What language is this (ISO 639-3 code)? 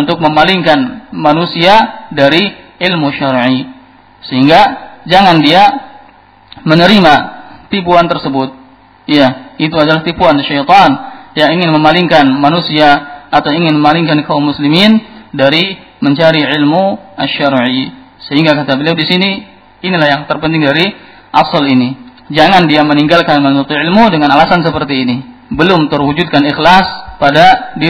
ind